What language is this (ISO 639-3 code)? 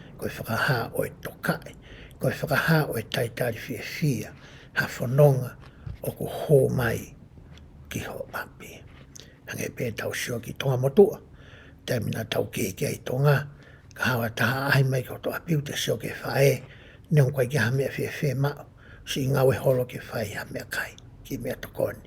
ton